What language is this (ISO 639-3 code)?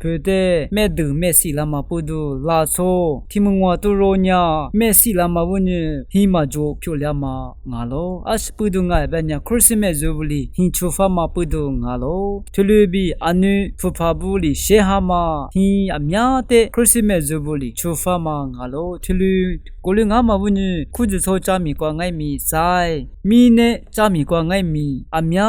lis